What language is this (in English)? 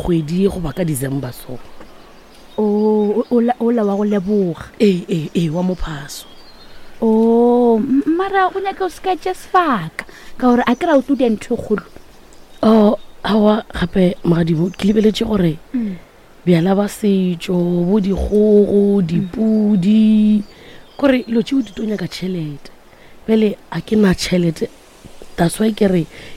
Northern Sotho